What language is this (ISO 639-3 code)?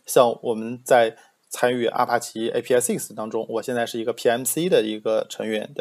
zho